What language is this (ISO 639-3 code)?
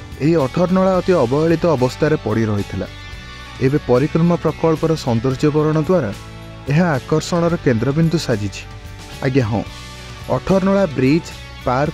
ori